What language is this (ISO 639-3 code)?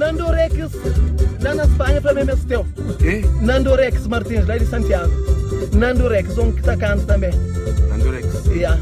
kea